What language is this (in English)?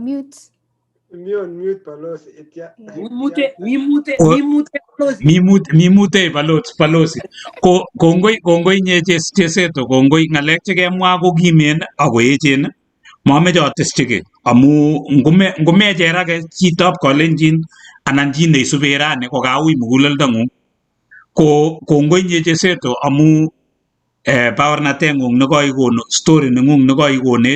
Kalenjin